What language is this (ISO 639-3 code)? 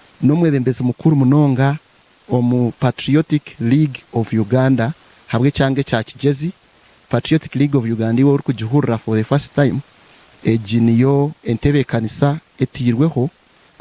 nyn